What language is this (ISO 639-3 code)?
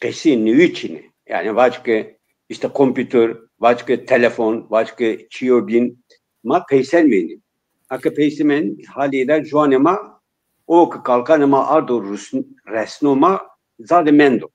zza